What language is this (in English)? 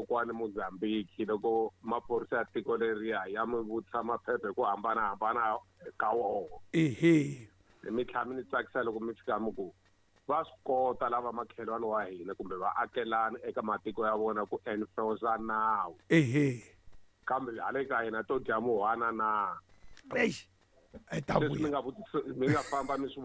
Tsonga